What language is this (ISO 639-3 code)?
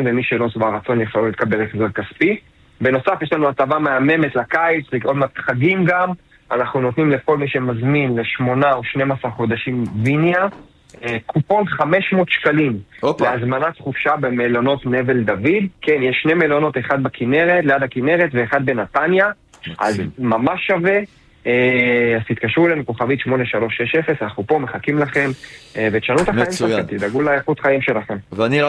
heb